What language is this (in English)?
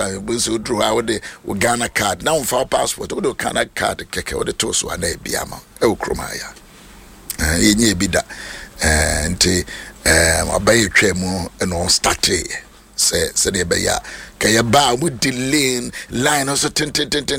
Akan